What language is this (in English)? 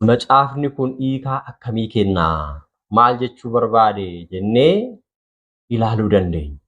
Oromo